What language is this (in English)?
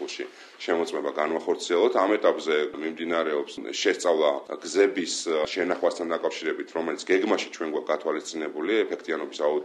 Georgian